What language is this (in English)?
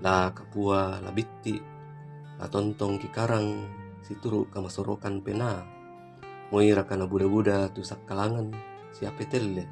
Toraja-Sa'dan